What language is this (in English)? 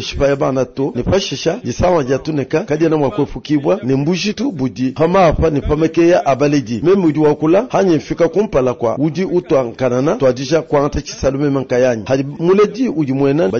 Luba-Lulua